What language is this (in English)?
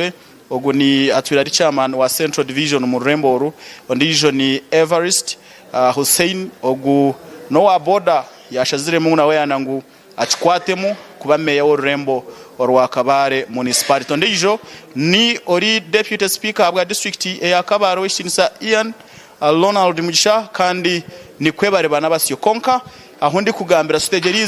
Nyankole